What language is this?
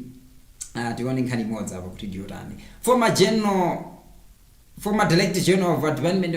Nyanja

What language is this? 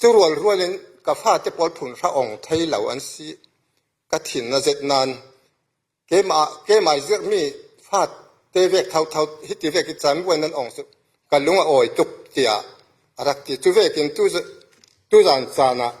Falam Chin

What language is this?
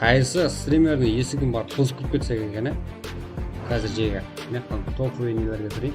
Kara-Kalpak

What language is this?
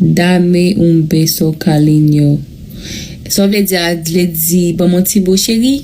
Haitian Creole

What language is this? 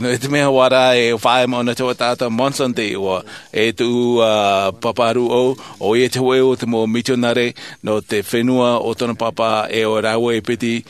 Tahitian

